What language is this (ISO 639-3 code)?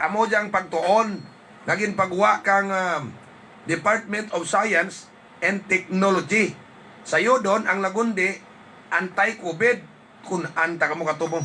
hil